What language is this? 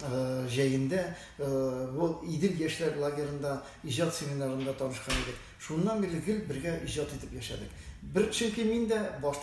Tatar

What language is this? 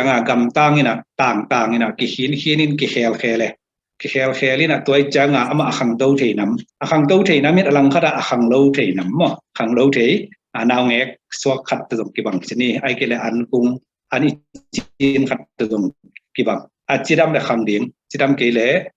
Tedim Chin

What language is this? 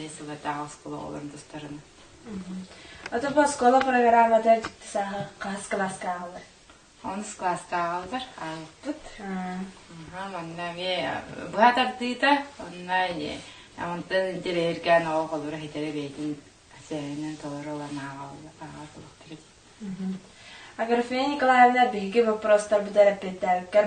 Yakut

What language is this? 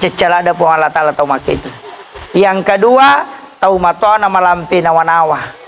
Buginese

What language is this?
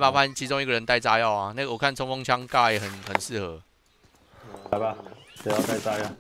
Chinese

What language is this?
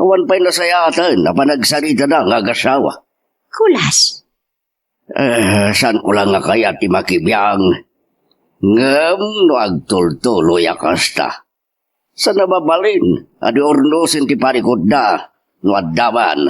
Iloko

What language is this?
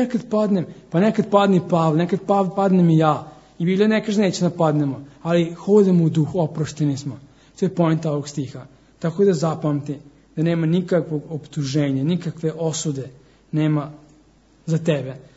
Serbian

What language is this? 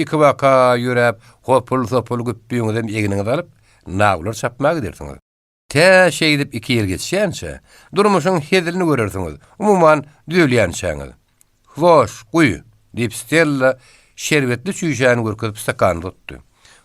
Turkmen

